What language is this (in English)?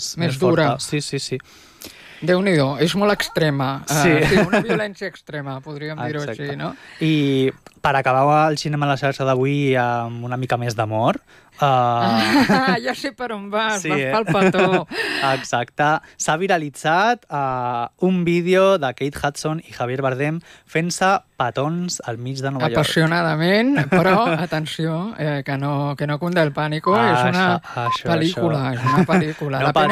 Catalan